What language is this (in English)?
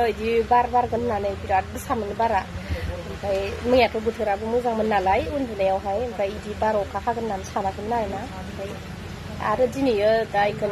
Bodo